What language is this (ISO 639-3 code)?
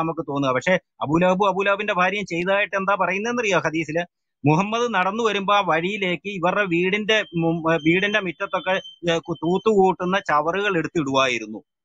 mal